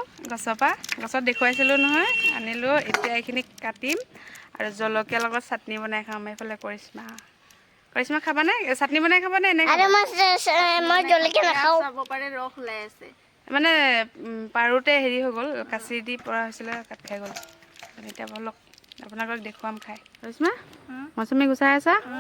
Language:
Assamese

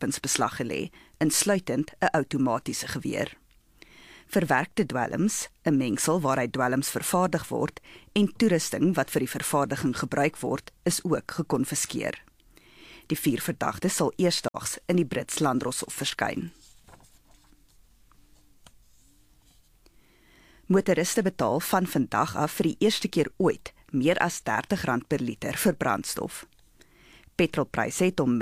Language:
Afrikaans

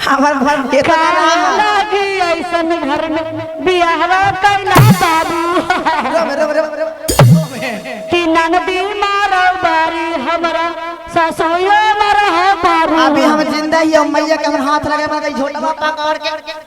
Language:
Magahi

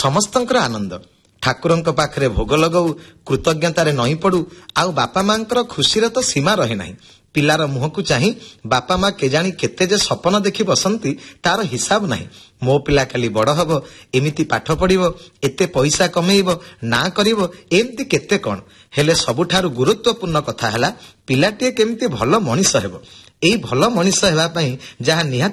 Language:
Odia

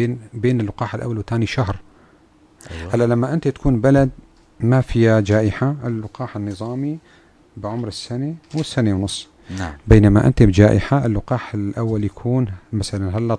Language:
North Levantine Arabic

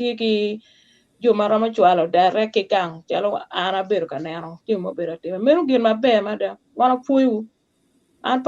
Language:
Acoli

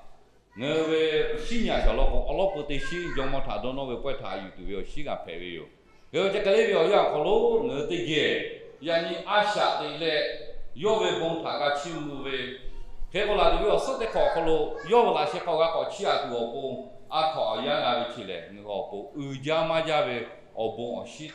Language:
Lahu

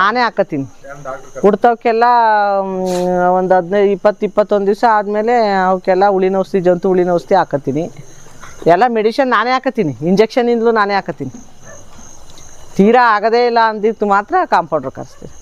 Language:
Kannada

